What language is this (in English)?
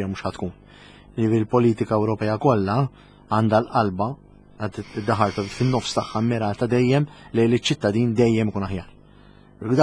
Maltese